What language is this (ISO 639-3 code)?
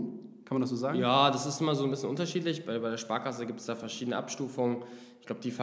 deu